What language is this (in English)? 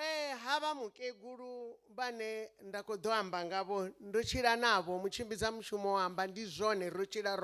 Venda